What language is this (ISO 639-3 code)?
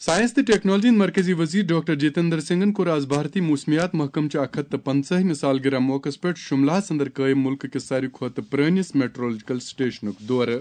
kas